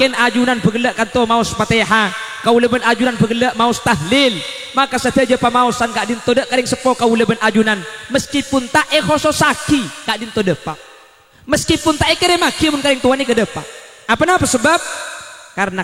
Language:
Madurese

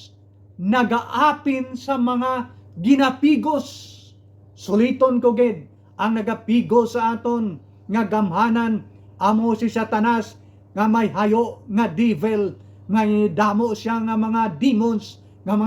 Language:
Hiligaynon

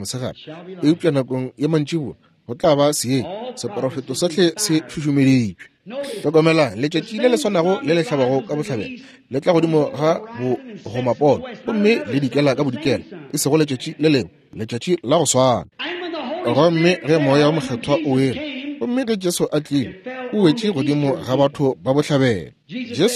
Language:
Northern Sotho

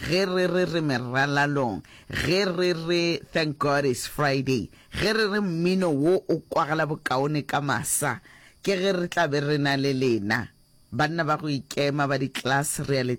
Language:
Northern Sotho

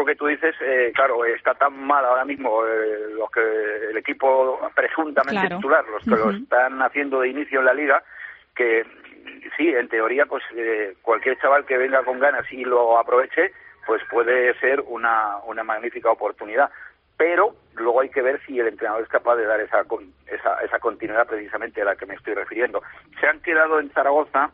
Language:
Spanish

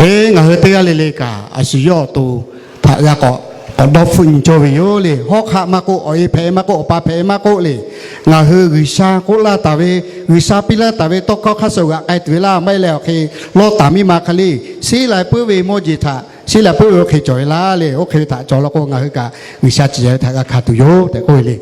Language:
Lahu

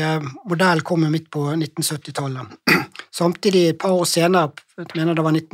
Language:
Norwegian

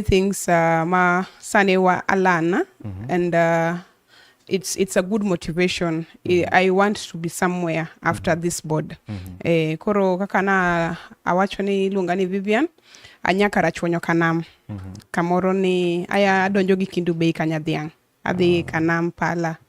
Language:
Luo (Kenya and Tanzania)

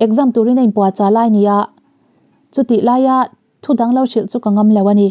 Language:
Mizo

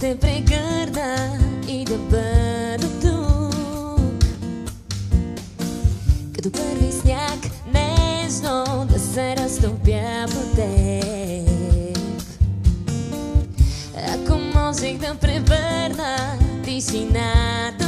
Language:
Bulgarian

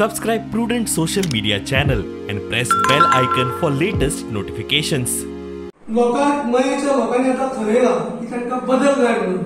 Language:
Konkani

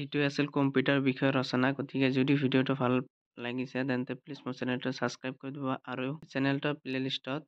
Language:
Assamese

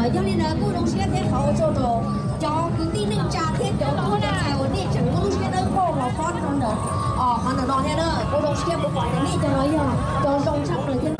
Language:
Hmong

